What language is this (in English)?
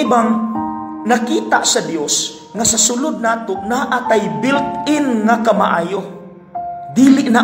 Cebuano